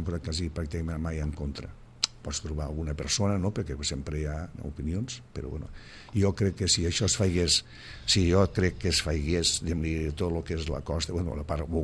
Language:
Catalan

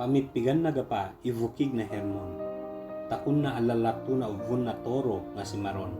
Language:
Ibanag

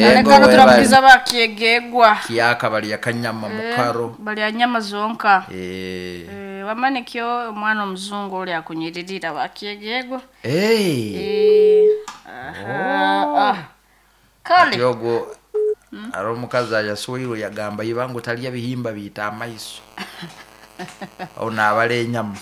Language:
Nyoro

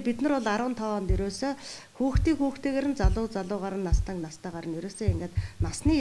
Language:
Mongolian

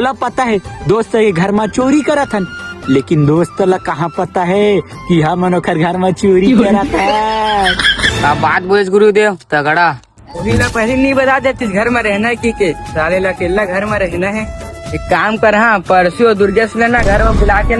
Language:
Chhattisgarhi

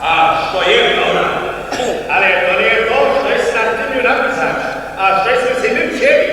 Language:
Upper Sorbian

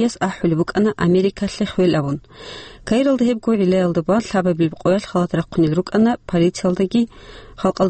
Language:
Avaric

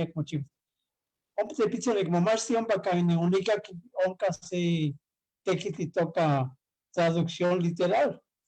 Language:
Eastern Huasteca Nahuatl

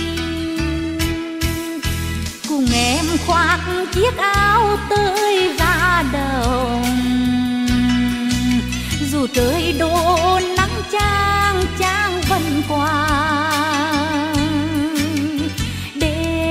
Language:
Vietnamese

